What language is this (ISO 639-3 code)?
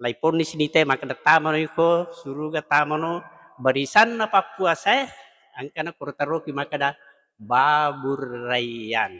bug